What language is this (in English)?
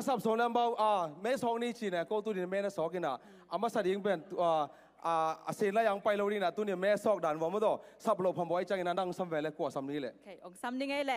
Tedim Chin